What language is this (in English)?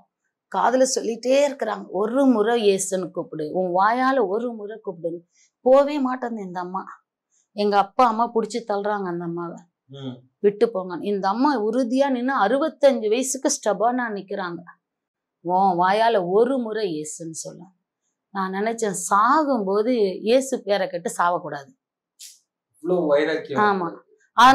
Tamil